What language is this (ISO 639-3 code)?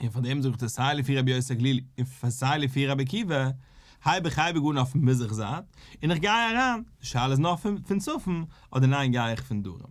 yid